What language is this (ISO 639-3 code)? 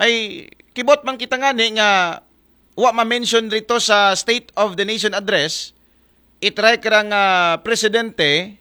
akl